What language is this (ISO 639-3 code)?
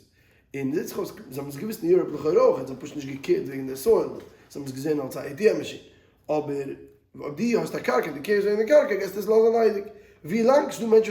yid